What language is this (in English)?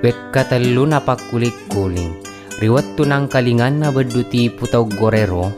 Buginese